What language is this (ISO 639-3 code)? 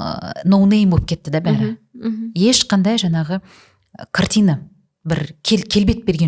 kaz